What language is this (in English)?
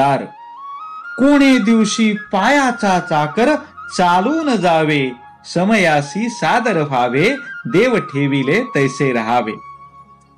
Marathi